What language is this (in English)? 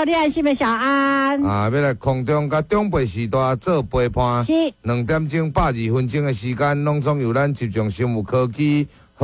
Min Nan Chinese